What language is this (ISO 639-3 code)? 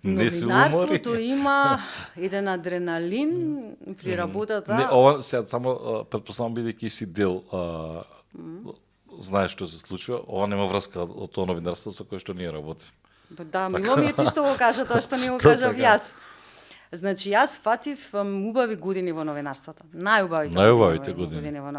mkd